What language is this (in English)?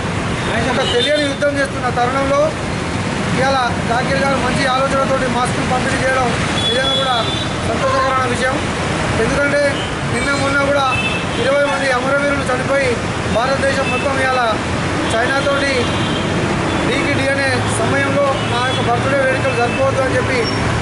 Telugu